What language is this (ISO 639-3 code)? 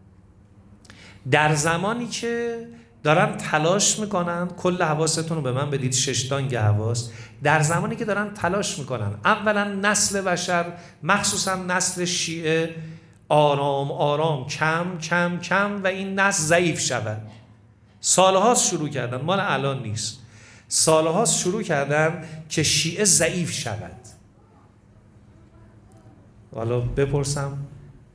fas